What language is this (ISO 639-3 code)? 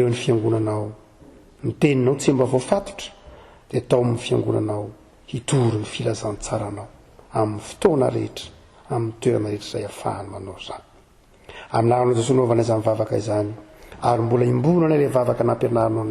mlg